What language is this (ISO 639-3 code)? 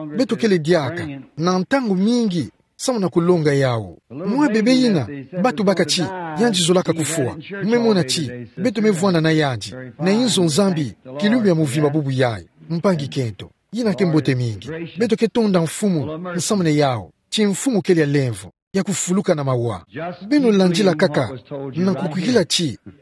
ktu